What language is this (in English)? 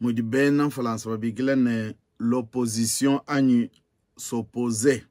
Luba-Lulua